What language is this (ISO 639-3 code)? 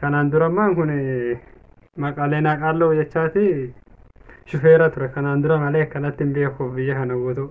orm